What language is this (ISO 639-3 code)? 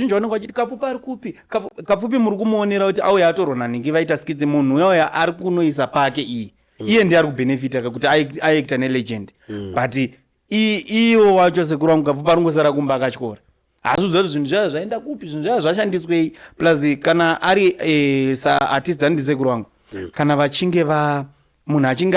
sna